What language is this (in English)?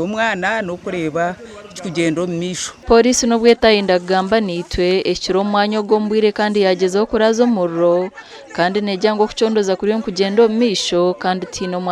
Nyankole